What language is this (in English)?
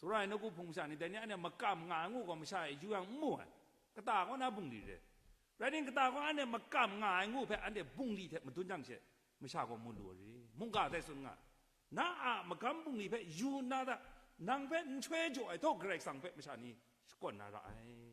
Kachin